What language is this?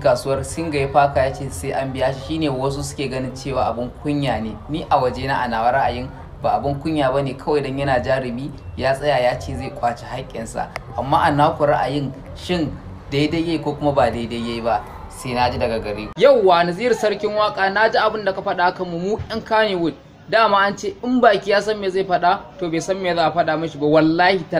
Hausa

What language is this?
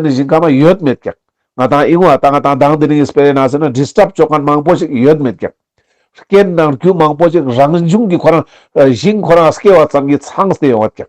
Ladakhi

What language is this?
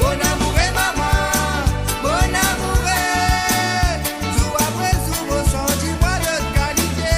Morisyen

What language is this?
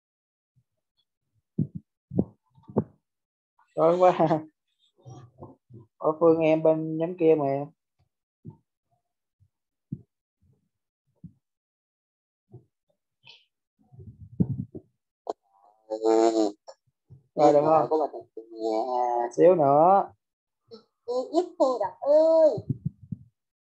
Vietnamese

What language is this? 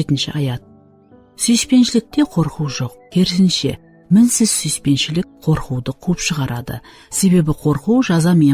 Kara-Kalpak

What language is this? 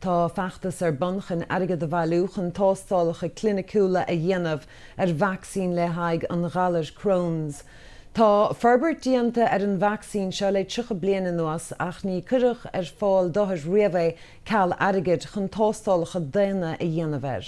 Irish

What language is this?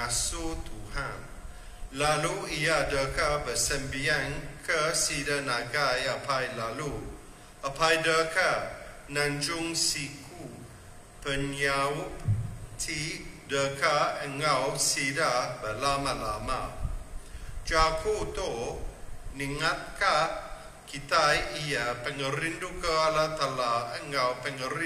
Iban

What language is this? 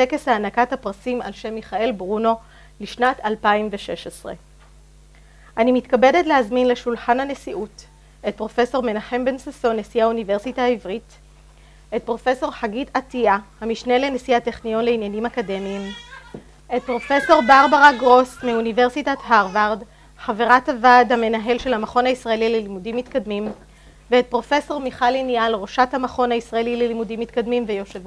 Hebrew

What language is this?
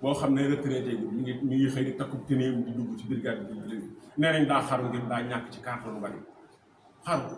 Wolof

